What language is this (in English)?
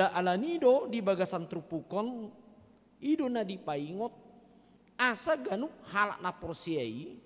Batak Toba